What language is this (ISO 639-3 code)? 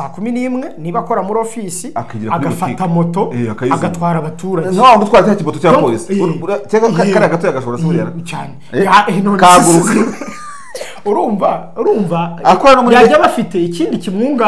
kin